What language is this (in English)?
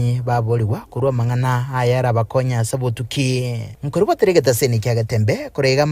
Gusii